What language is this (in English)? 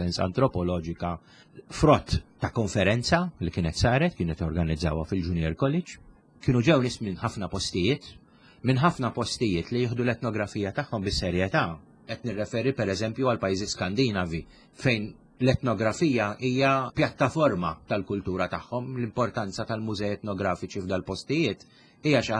Maltese